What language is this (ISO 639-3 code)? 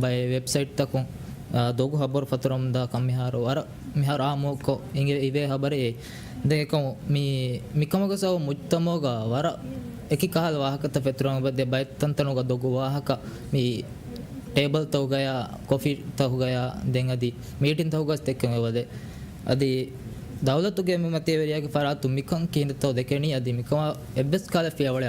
div